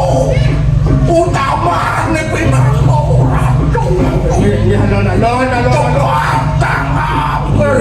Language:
Balinese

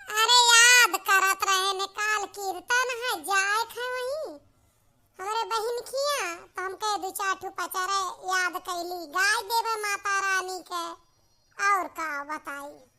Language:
Awadhi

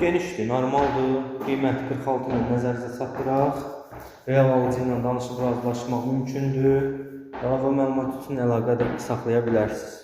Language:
Azerbaijani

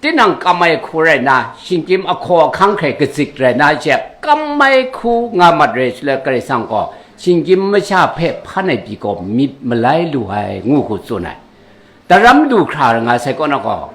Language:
Kachin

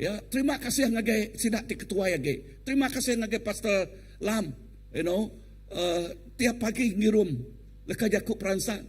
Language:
Iban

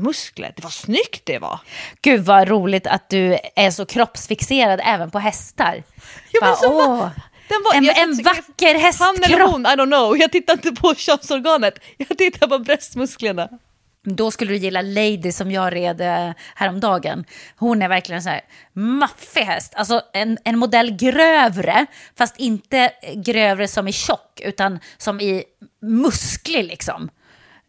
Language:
Swedish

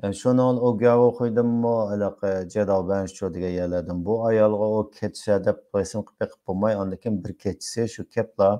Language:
Uyghur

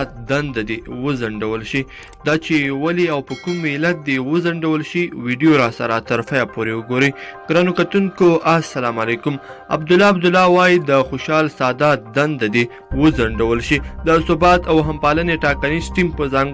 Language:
Pashto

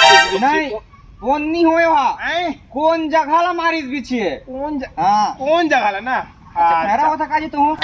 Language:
Chhattisgarhi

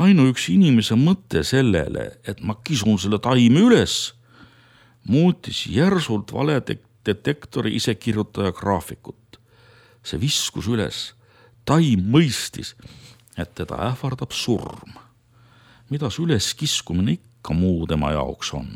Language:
Estonian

